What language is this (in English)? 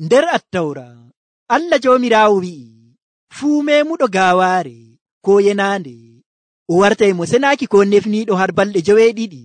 Nigerian Fulfulde